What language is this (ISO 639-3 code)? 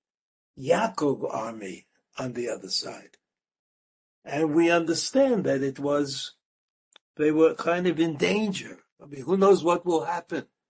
eng